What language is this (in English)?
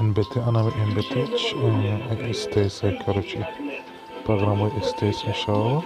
Tajik